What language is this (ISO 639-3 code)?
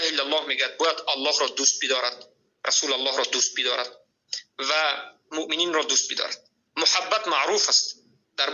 fas